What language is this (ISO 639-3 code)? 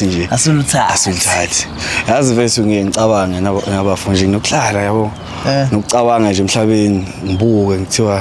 zul